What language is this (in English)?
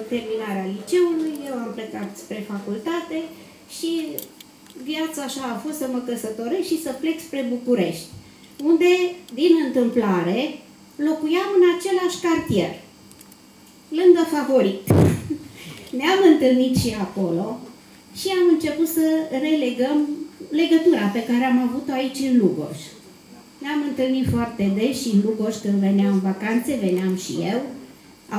Romanian